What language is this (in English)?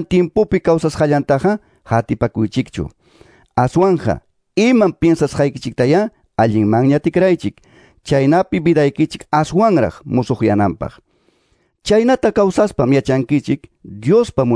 Quechua